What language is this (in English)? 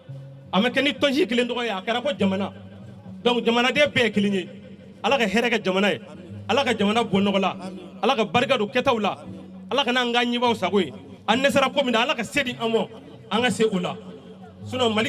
Bambara